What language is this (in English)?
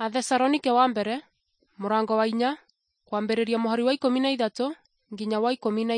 Kikuyu